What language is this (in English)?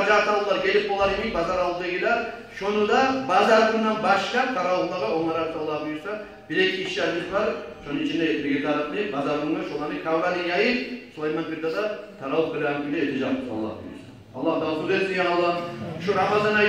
Kumyk